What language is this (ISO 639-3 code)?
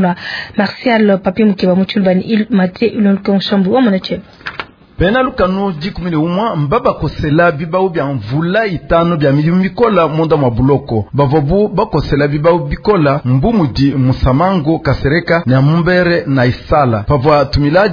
lua